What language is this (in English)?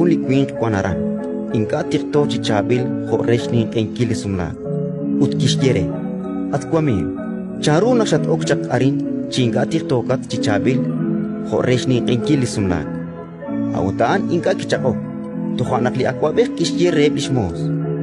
Kekchí